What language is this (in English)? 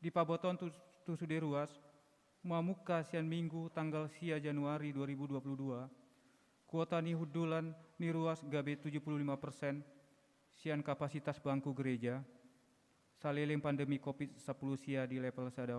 Batak Toba